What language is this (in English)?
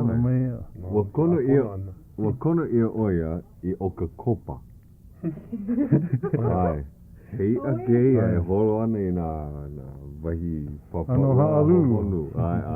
Hawaiian